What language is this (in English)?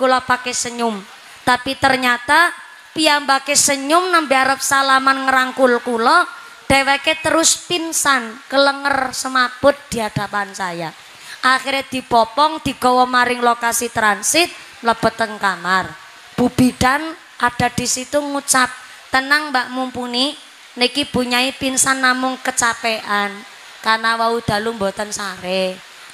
Javanese